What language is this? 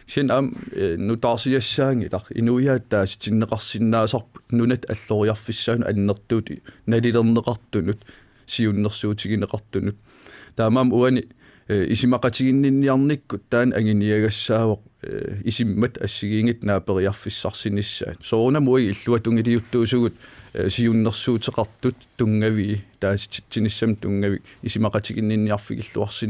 Kalaallisut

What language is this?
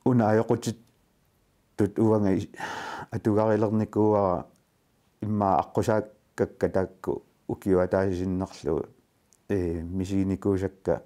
Kalaallisut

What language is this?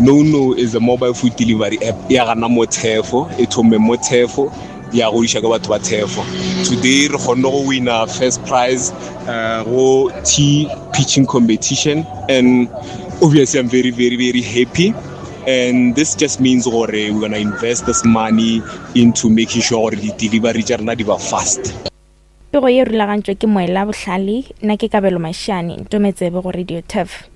Northern Sotho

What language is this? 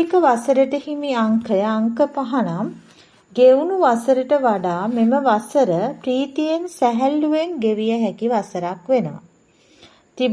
Sinhala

